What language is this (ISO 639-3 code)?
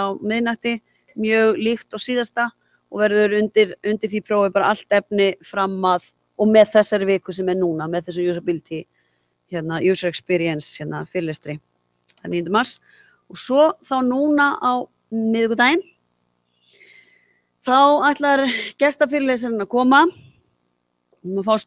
isl